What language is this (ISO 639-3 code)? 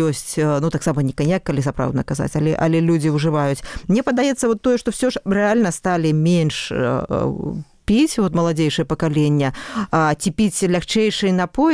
bel